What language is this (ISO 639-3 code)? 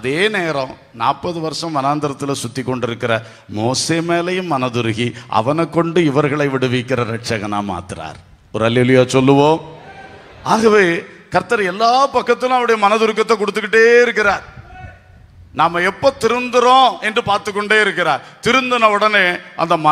tam